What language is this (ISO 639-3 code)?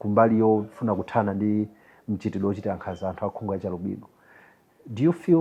nya